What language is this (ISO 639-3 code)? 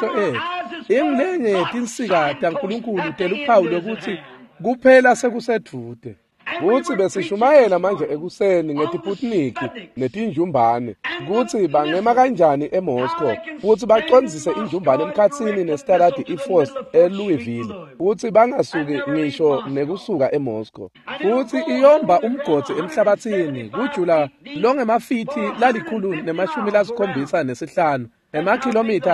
ssw